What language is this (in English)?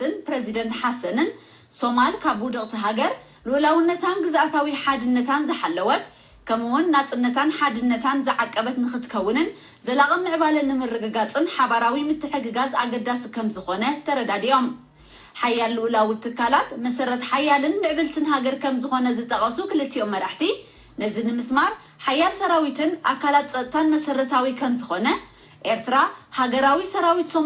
Tigrinya